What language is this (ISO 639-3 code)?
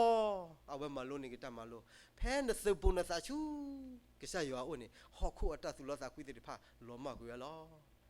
ksw